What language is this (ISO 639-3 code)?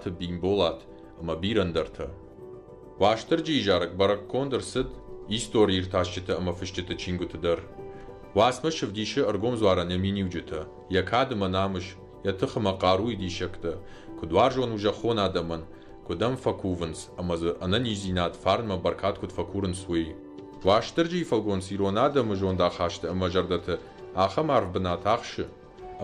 oss